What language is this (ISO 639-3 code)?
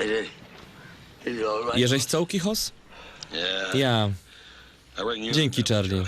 szl